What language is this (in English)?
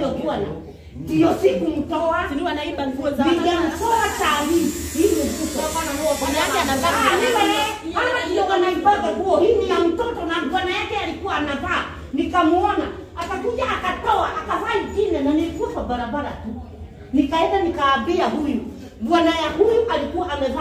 Swahili